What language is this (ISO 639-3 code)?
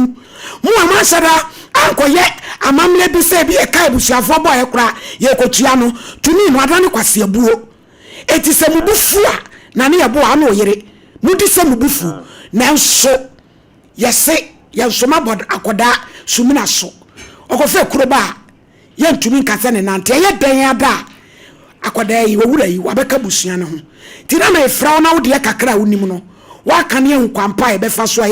aka